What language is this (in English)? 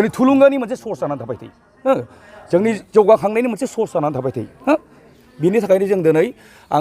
Bodo